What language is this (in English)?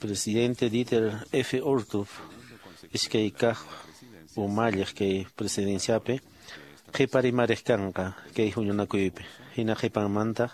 Quechua